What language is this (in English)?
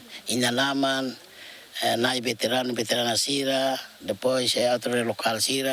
Tetum